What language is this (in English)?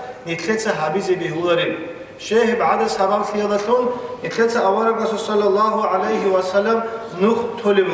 Avaric